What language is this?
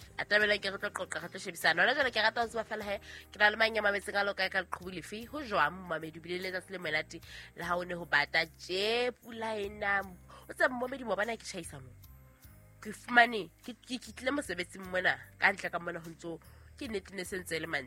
Southern Sotho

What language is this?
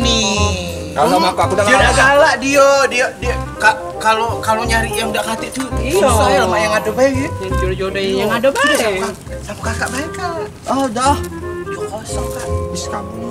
Musi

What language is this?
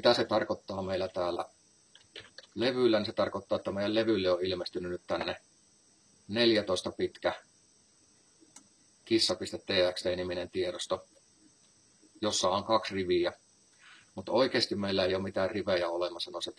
Finnish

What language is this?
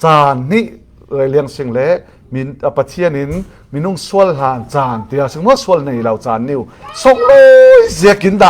Falam Chin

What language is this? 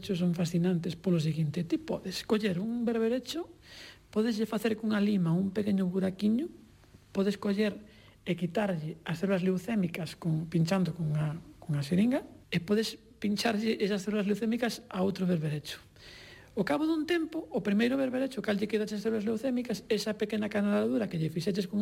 Galician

